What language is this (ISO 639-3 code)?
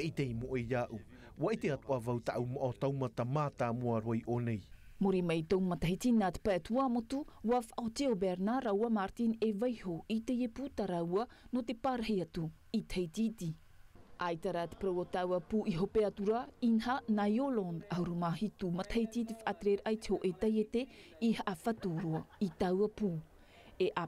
tah